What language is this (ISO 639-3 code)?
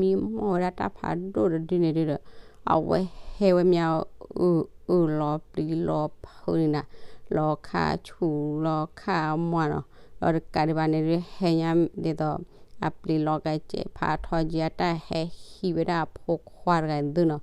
ksw